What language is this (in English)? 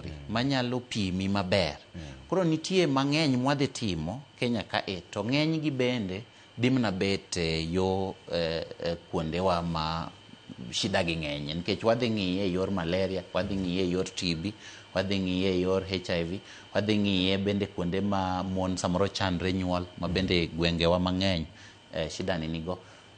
Luo (Kenya and Tanzania)